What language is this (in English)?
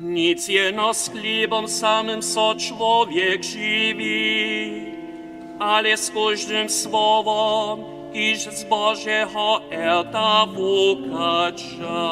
Upper Sorbian